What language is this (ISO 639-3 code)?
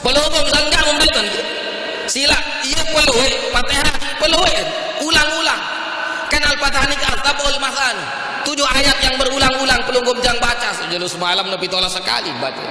sas